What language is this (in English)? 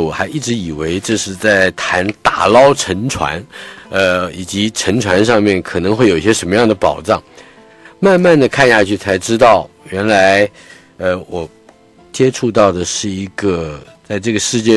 Chinese